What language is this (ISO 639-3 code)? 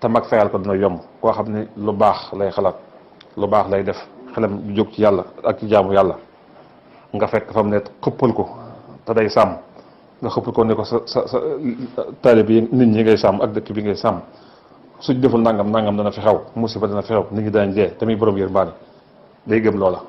wol